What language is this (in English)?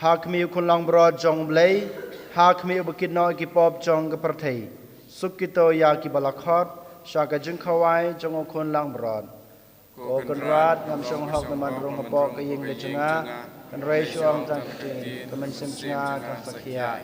Khasi